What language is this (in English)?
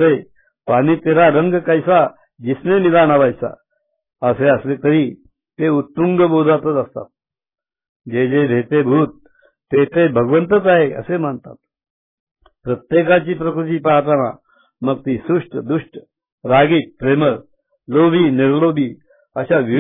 Marathi